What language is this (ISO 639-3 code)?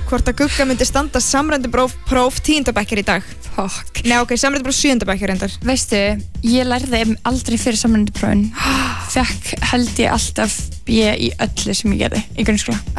isl